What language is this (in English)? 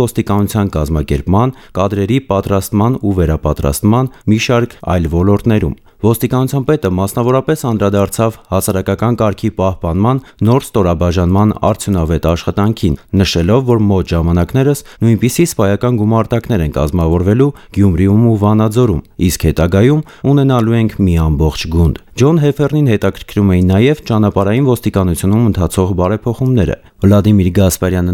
Armenian